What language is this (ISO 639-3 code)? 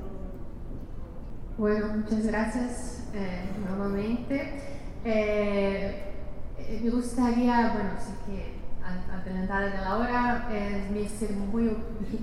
spa